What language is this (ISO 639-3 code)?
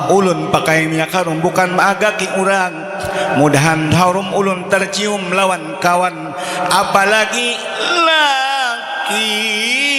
bjn